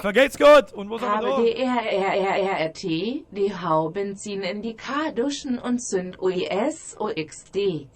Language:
Bavarian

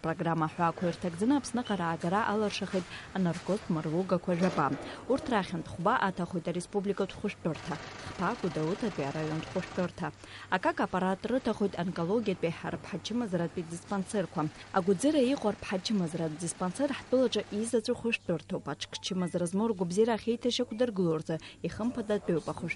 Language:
Abkhazian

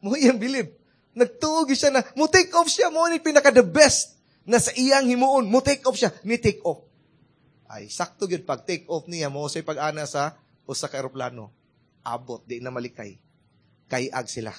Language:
Cebuano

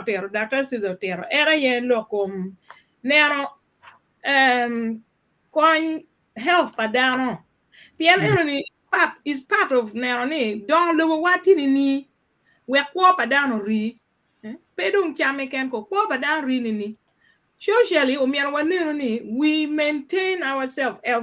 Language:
Acoli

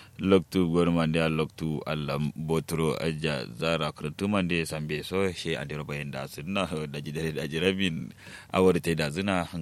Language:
Kanuri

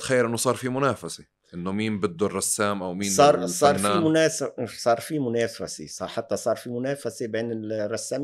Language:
North Levantine Arabic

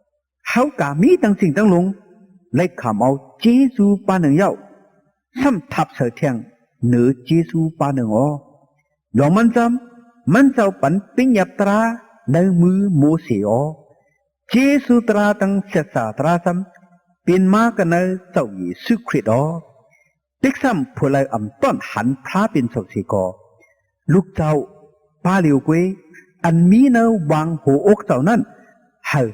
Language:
Shan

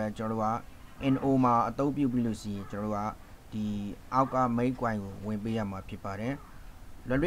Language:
Burmese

